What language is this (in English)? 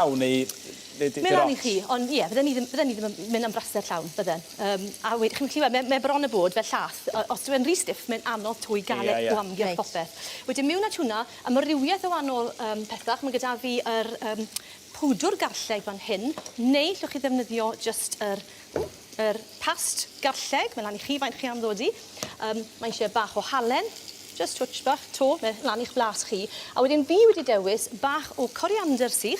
Welsh